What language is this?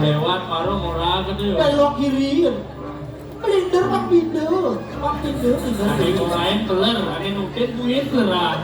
Balinese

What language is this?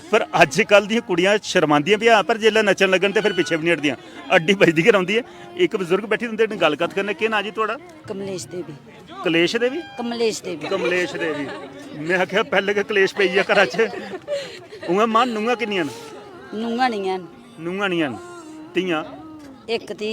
Dogri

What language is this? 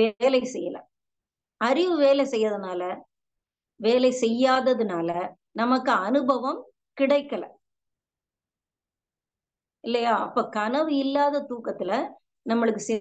Tamil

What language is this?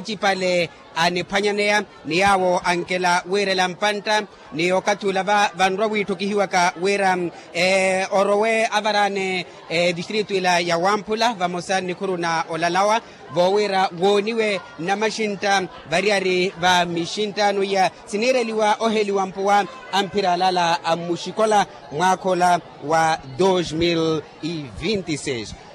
Makhuwa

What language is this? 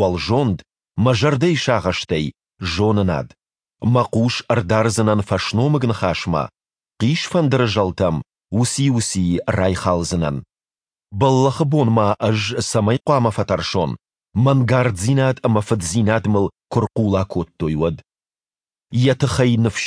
Ossetic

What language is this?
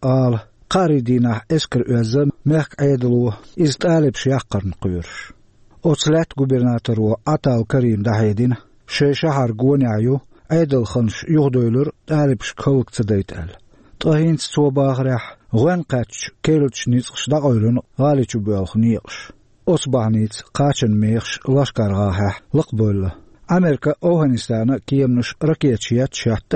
Chechen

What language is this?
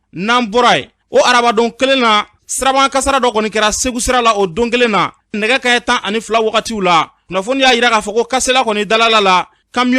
Bambara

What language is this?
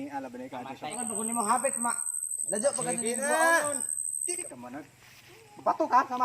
Cebuano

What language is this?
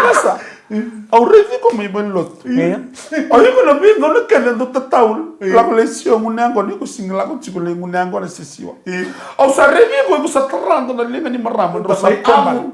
Fijian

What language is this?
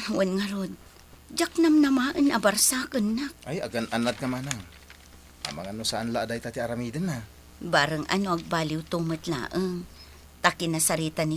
Iloko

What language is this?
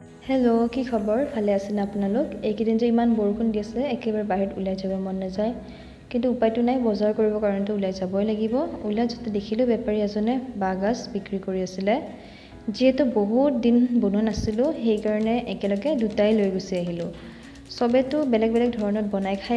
Assamese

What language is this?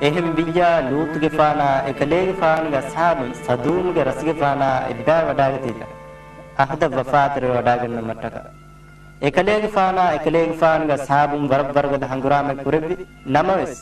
Divehi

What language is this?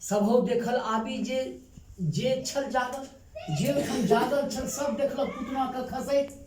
Maithili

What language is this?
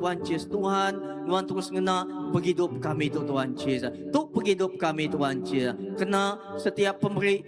Iban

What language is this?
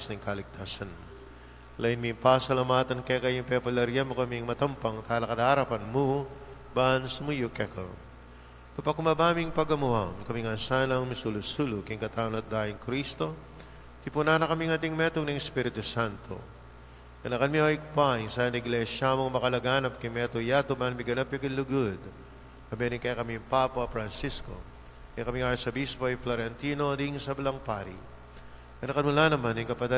Pampanga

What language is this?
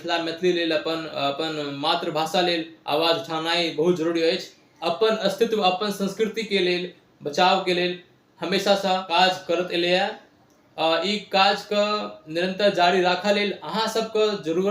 Maithili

